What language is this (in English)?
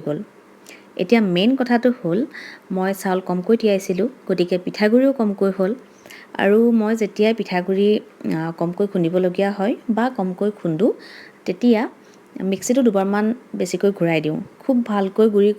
Assamese